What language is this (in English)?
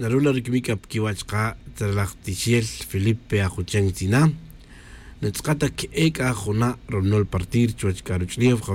Tz'utujil